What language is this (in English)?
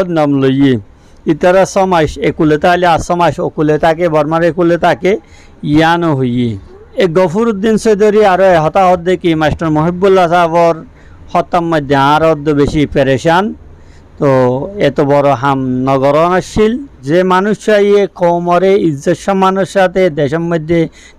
Rohingya